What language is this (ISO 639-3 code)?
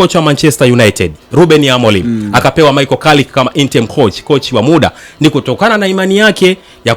swa